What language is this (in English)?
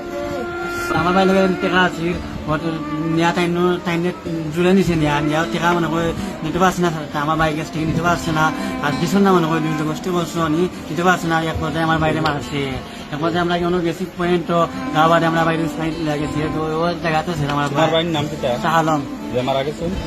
Sylheti